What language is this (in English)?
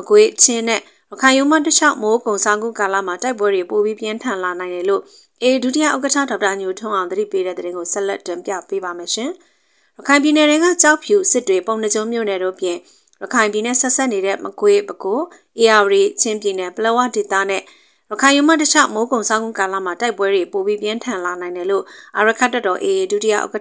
Burmese